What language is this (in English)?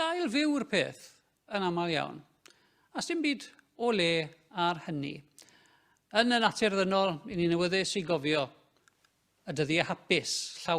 Welsh